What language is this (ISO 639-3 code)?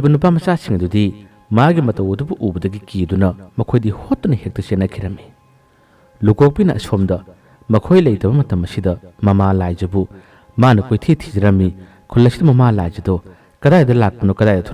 mni